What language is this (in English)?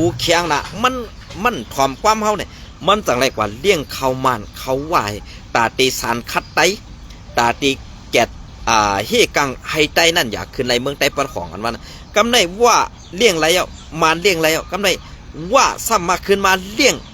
Shan